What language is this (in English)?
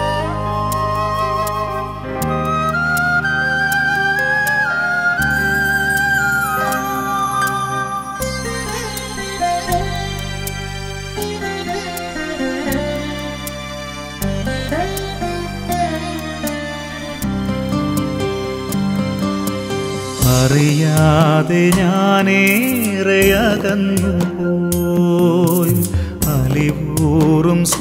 Malayalam